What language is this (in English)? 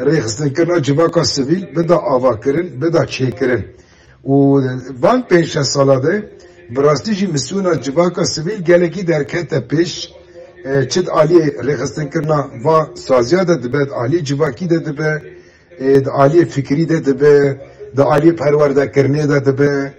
Kurdish